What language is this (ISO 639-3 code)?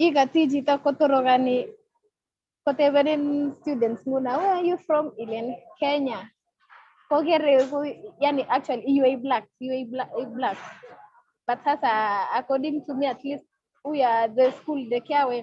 kln